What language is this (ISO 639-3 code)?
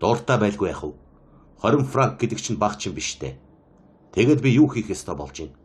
mon